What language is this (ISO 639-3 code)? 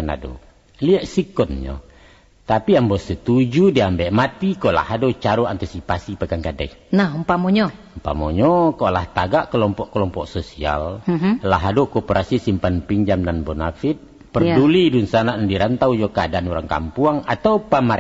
min